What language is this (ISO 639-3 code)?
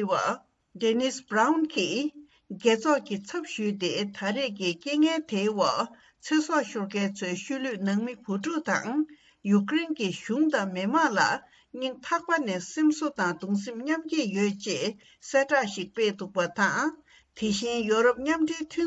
bod